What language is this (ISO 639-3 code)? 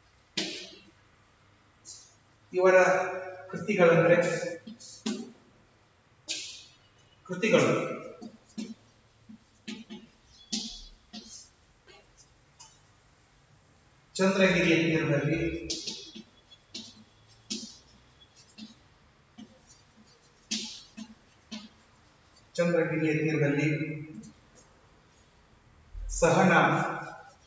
kan